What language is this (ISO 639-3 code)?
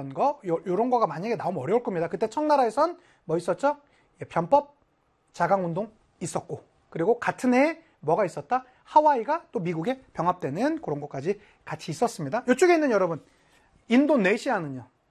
kor